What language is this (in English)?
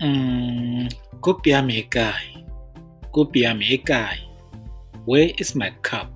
Tswana